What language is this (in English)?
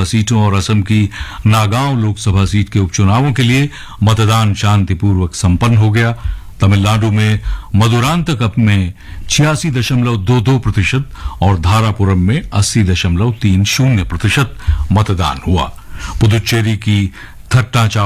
Hindi